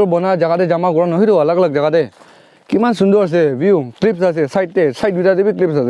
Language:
Naga Pidgin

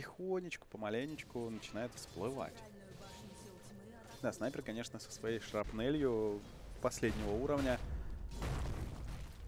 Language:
Russian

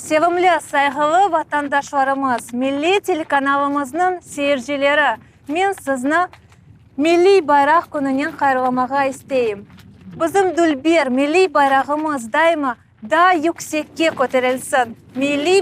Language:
Crimean Tatar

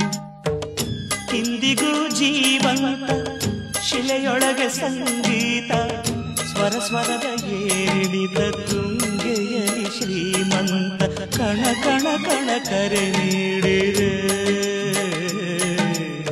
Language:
Kannada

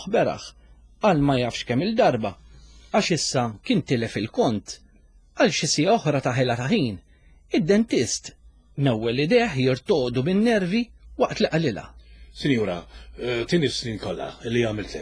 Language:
Maltese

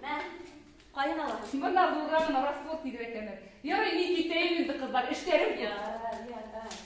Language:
Bashkir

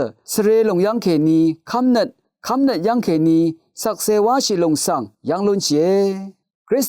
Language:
Rawang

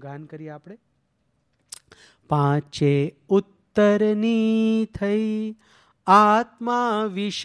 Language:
Gujarati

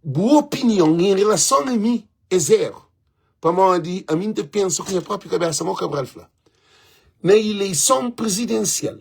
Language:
Kabuverdianu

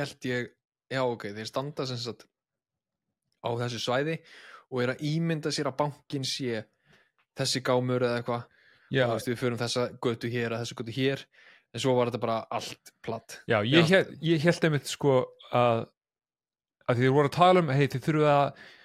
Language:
Icelandic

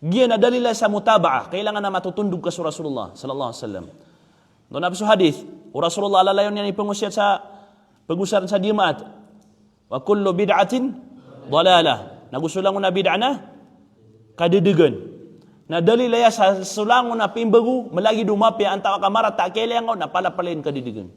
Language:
Maranao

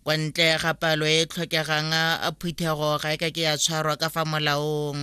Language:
Tswana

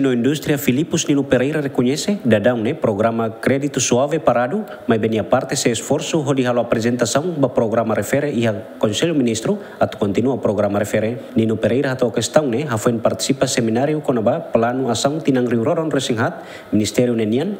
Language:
Tetum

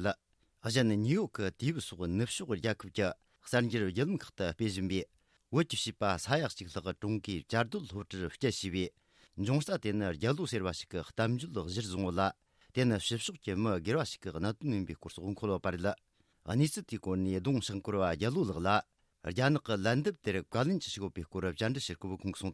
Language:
Tibetan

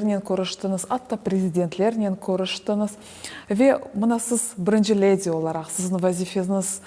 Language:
Crimean Tatar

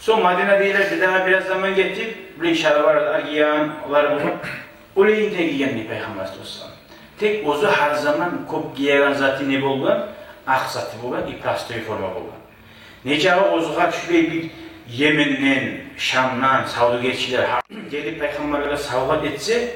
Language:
Kumyk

